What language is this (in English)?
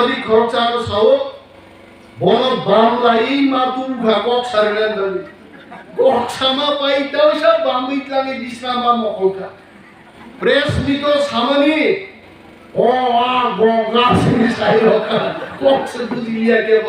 Kok Borok